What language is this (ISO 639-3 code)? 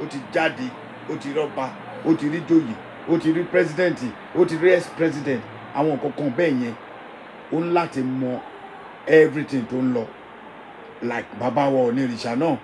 yor